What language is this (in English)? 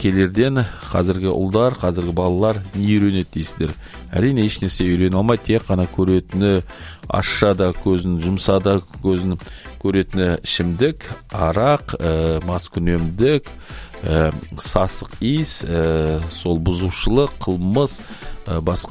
Kazakh